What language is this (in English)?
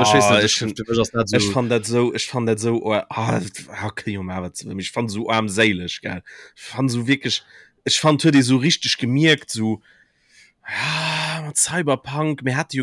Luxembourgish